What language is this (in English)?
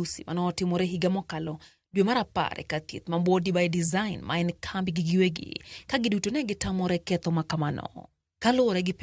Luo (Kenya and Tanzania)